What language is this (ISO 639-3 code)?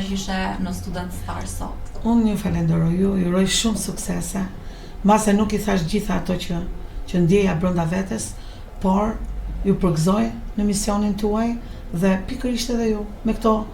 sqi